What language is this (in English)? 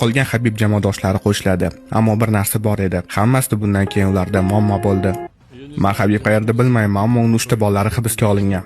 Uzbek